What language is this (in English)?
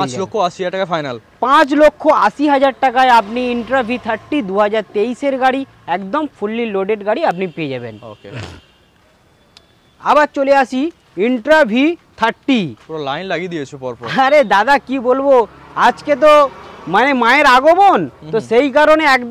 Bangla